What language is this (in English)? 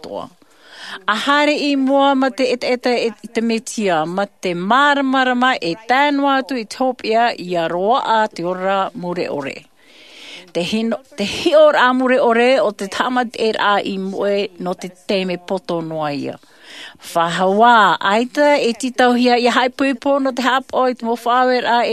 Tahitian